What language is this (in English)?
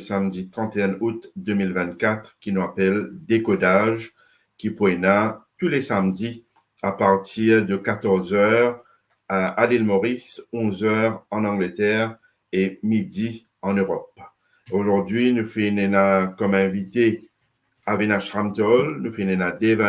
Morisyen